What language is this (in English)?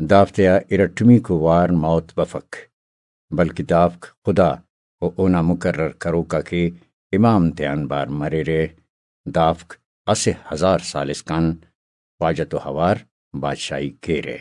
Brahui